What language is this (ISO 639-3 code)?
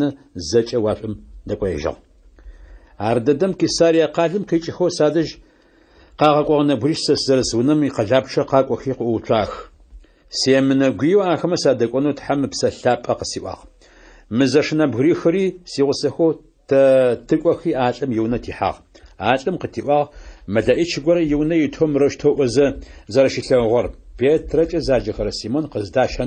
ady